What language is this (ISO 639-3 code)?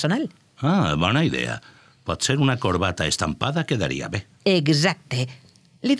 cat